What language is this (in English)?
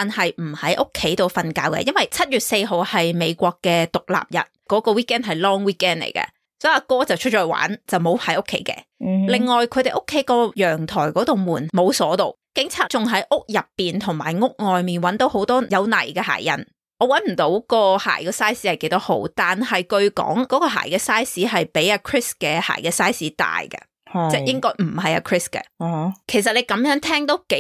Cantonese